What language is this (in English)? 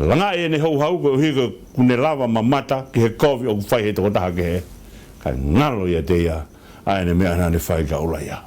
Tongan